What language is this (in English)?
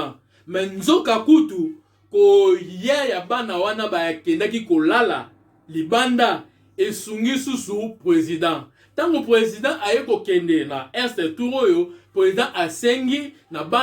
Lingala